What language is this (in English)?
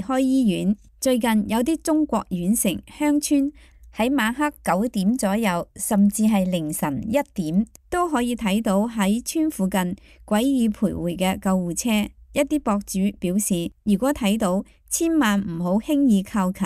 Cantonese